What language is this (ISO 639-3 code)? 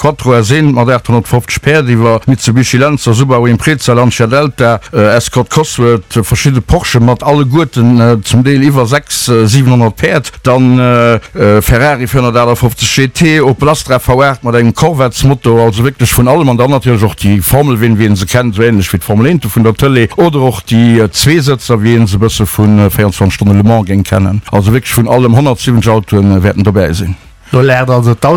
ltz